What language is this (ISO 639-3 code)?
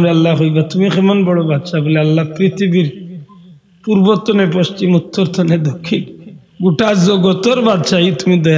syl